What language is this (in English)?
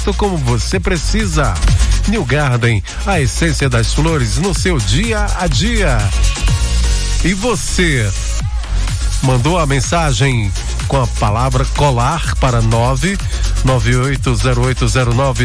Portuguese